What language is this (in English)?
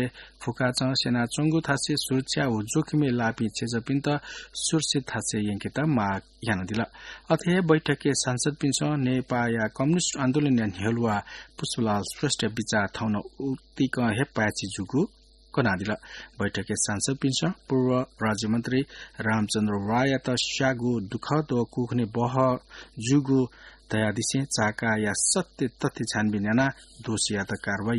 Newari